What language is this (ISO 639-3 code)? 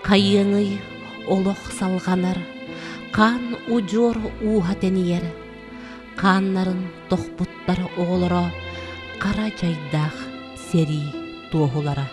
sah